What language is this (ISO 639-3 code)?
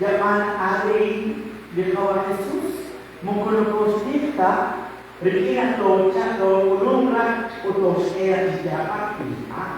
kek